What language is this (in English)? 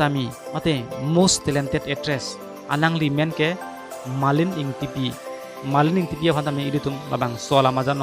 Karbi